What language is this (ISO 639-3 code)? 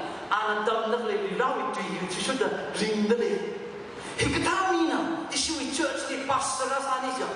nmf